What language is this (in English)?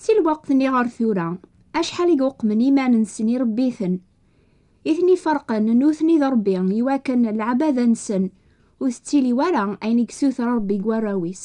Kabyle